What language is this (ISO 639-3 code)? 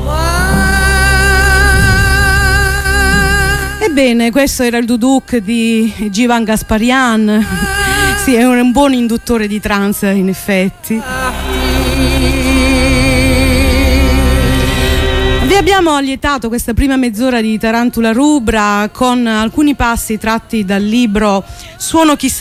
ita